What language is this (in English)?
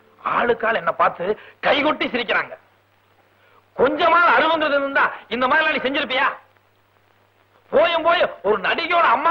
Tamil